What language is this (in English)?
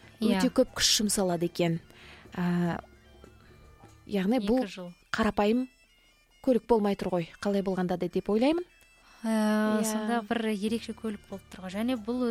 Kazakh